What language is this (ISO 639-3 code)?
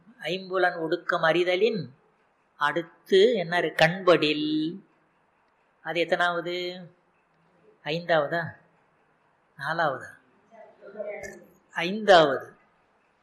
tam